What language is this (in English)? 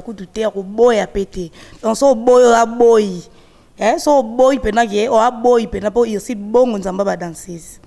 Lingala